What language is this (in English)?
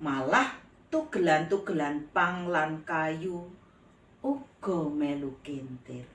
Javanese